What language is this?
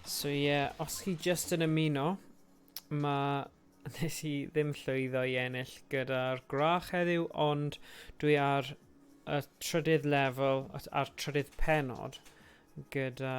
Welsh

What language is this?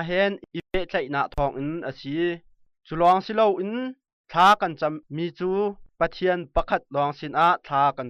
Hakha Chin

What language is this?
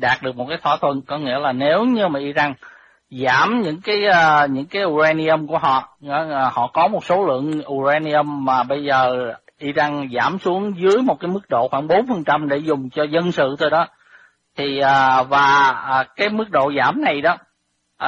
Vietnamese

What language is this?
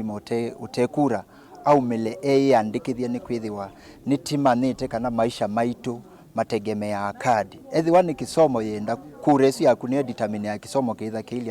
Kamba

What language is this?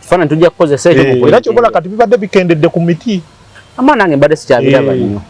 Ganda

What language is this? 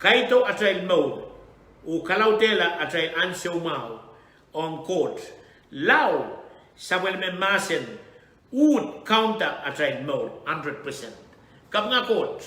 Pohnpeian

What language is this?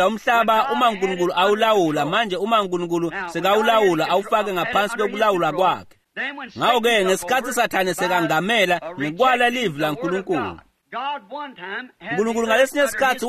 Swati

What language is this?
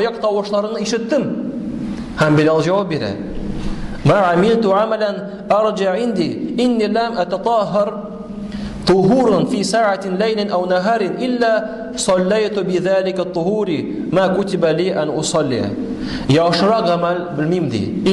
Tatar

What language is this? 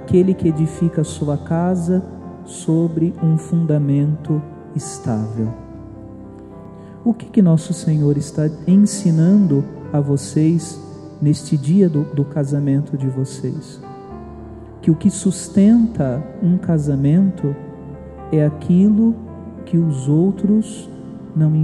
Portuguese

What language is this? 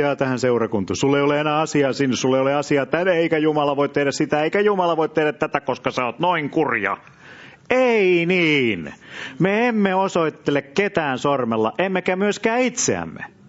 Finnish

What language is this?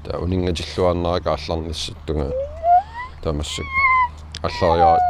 Kalaallisut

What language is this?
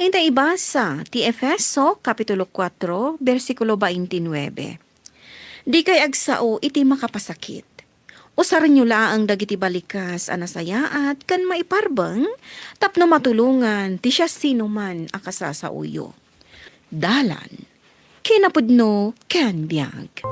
Iloko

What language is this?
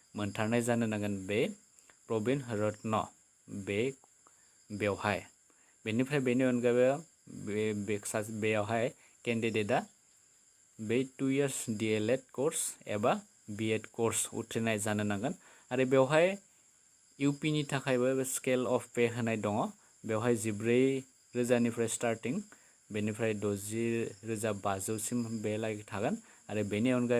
Bodo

